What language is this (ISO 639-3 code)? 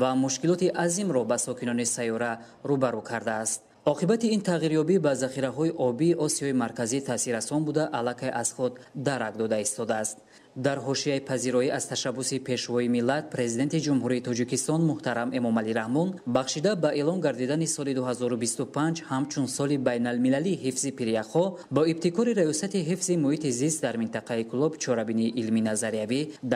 tgk